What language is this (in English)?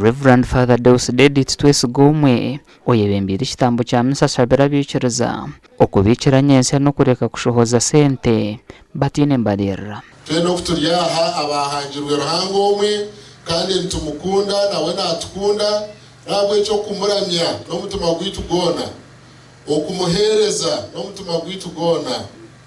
Nyankole